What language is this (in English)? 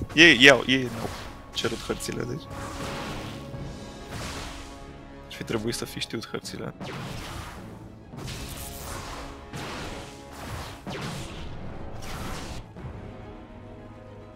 Romanian